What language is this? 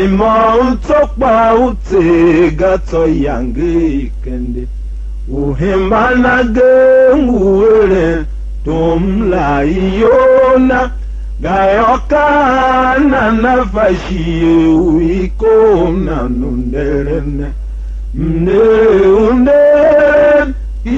Tiv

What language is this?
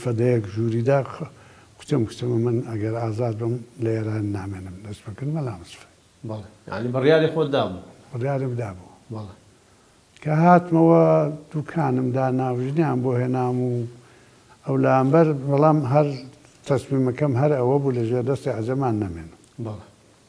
Central Kurdish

